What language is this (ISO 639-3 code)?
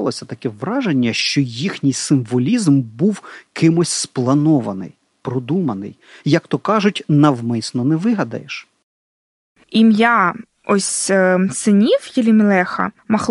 ukr